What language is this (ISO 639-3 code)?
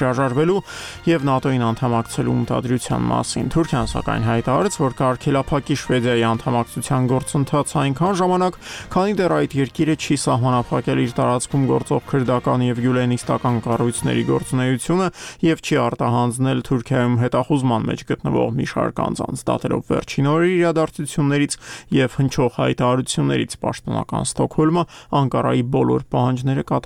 hye